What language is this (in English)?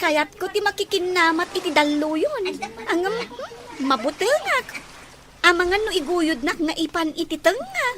Iloko